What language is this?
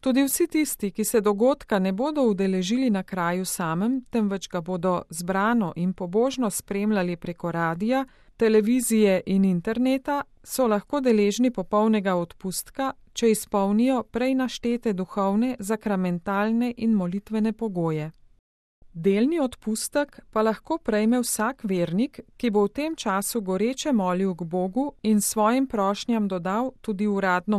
Slovenian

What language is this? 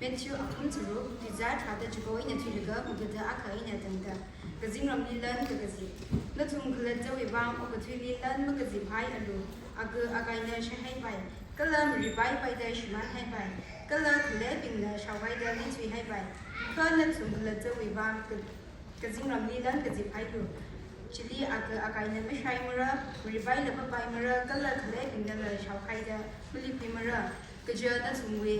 Tangkhul Naga (India)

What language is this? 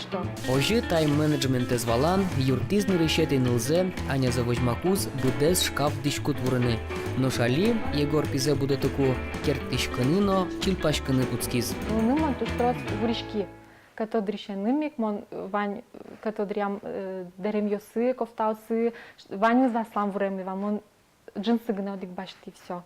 Udmurt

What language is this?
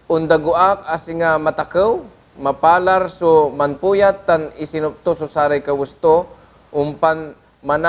Pangasinan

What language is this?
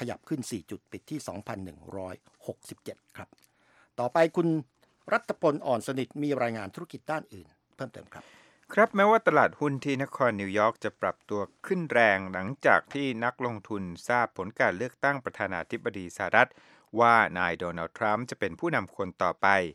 Thai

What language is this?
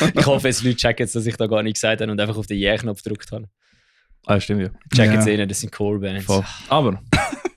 Swiss German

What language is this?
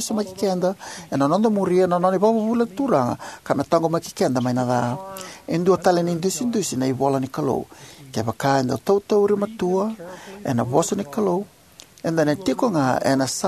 Fijian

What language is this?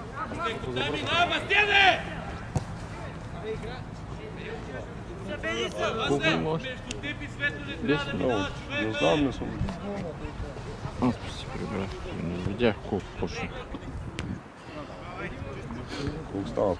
Bulgarian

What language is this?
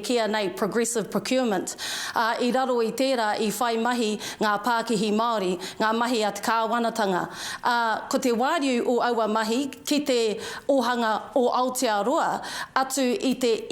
Māori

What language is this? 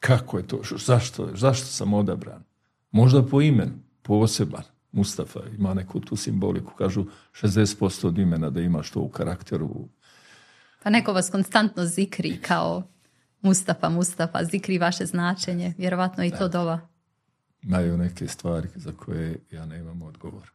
Bosnian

